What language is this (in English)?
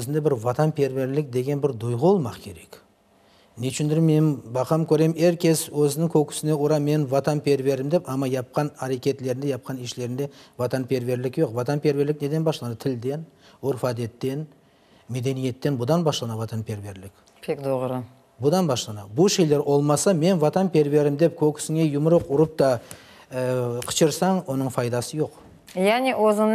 Crimean Tatar